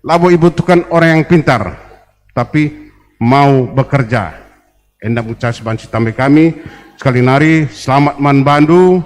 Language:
Batak Karo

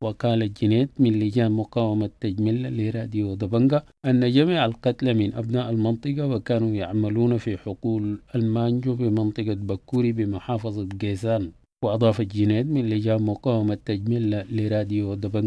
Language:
Sudanese Arabic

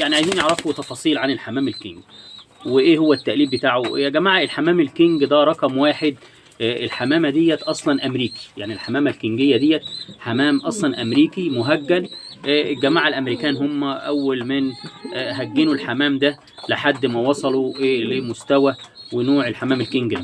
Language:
Egyptian Arabic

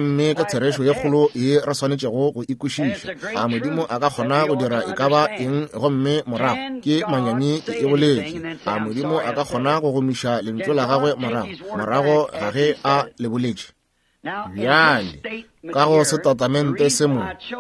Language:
Northern Sotho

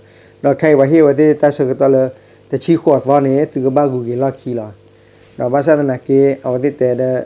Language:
S'gaw Karen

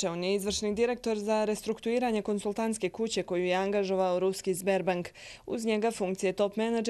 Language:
Bosnian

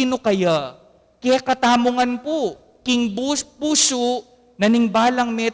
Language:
Pampanga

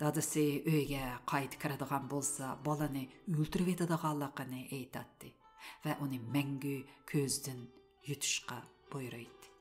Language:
Uyghur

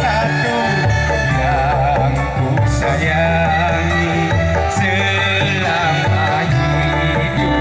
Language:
Betawi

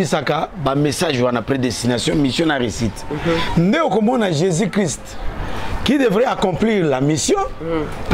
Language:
Lingala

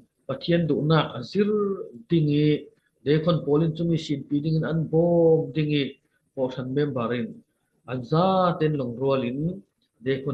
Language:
Falam Chin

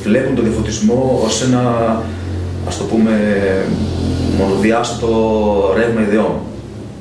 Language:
Greek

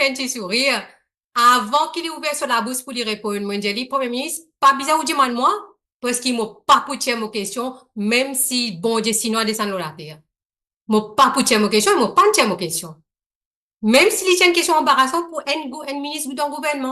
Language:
Morisyen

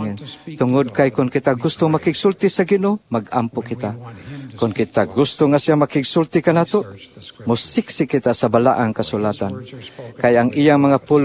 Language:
Cebuano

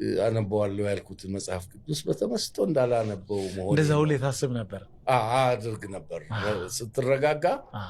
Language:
Amharic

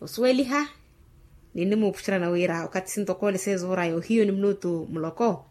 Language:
Makhuwa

